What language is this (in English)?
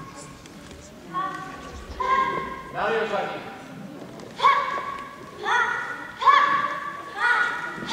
Greek